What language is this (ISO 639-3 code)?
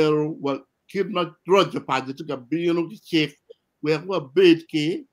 ach